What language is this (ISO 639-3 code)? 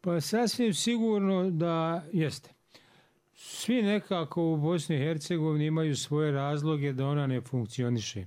bos